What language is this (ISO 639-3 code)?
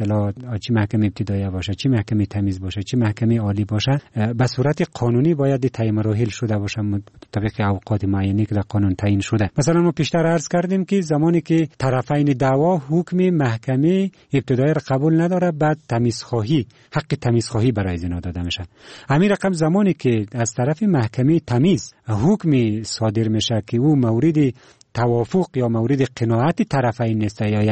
fas